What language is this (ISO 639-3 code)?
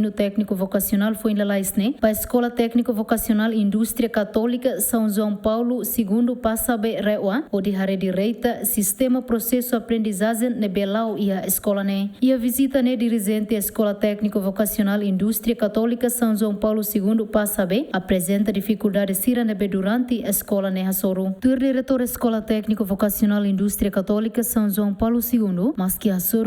tet